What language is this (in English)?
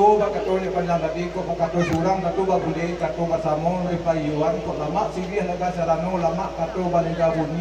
Minangkabau